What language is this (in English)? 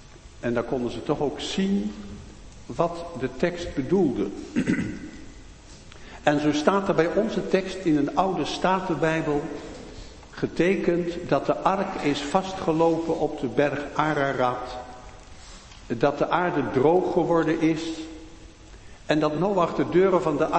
Dutch